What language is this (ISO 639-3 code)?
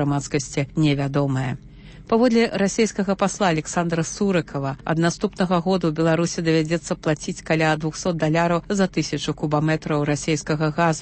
bel